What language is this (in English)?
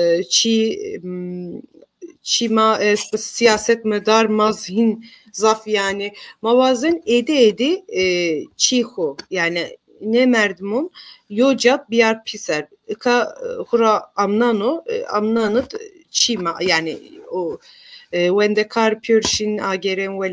Zaza